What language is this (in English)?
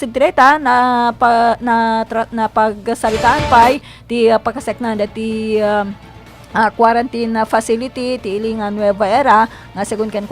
Iloko